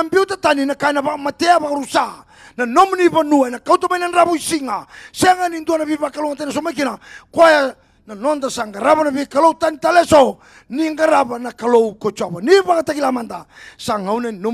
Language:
Fijian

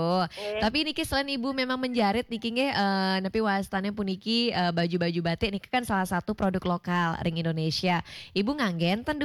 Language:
Balinese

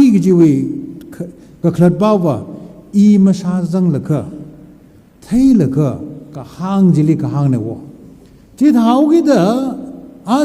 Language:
Tangkhul Naga (India)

